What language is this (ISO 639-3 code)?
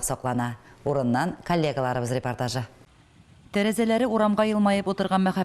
tat